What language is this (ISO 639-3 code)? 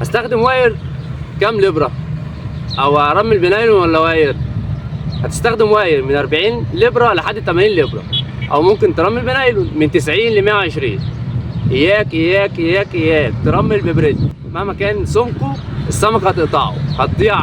arz